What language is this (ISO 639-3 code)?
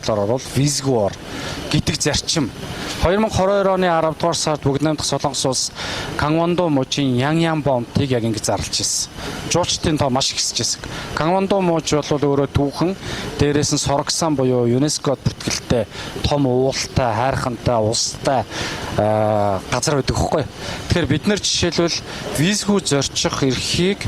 mon